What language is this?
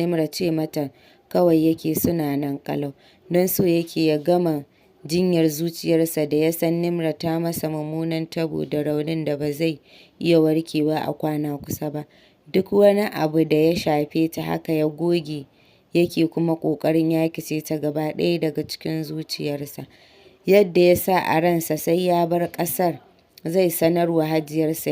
Hausa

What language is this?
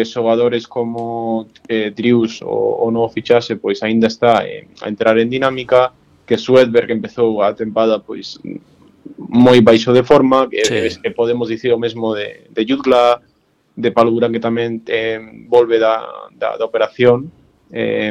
Galician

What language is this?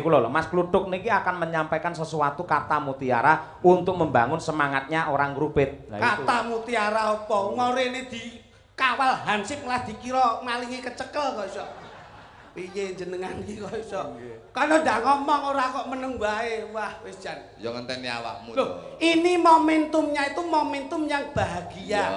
Javanese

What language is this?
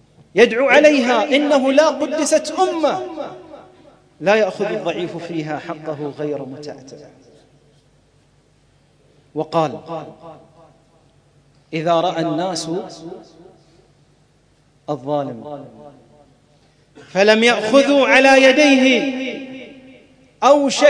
Arabic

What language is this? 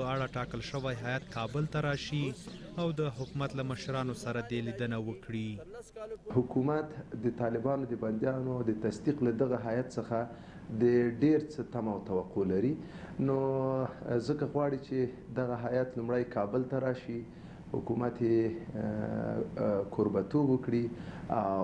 Pashto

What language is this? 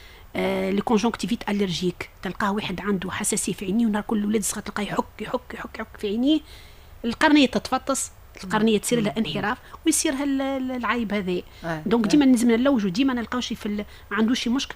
Tunisian Arabic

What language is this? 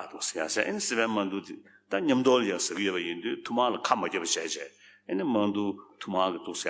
Tibetan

